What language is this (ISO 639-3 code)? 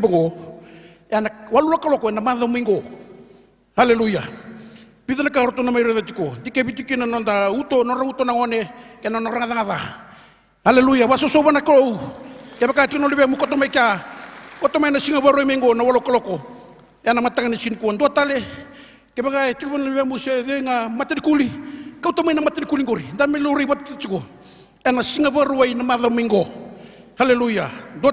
fij